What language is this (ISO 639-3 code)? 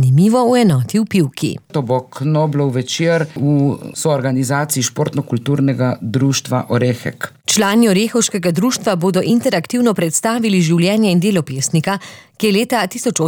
slv